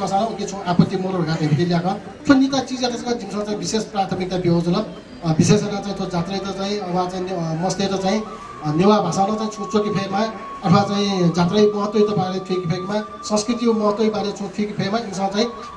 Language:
Newari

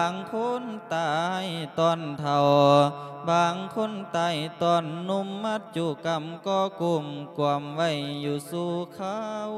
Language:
Lao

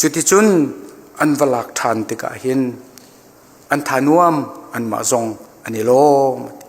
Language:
Hakha Chin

